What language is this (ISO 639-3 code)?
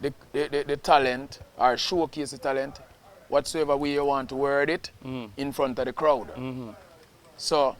jam